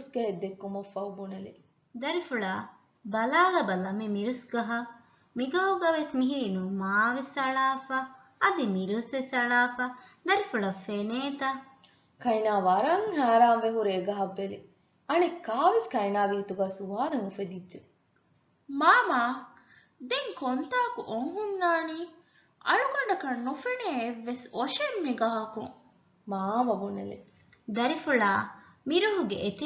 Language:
Divehi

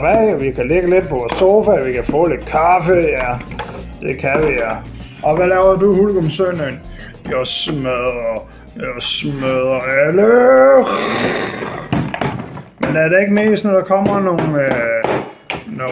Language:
Danish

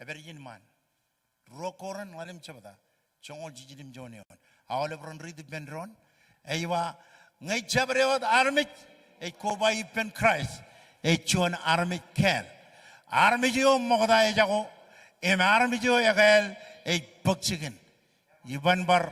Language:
Marshallese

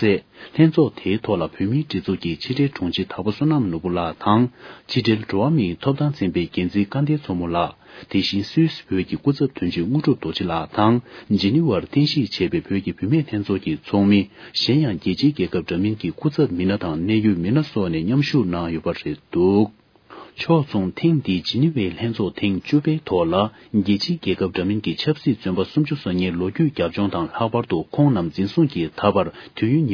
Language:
Tibetan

